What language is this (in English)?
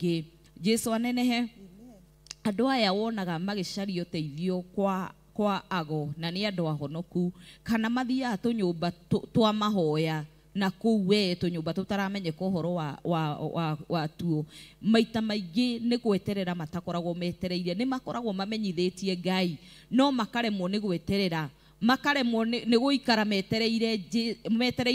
Kikuyu